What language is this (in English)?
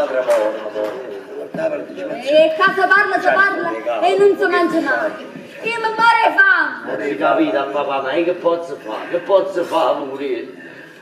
Neapolitan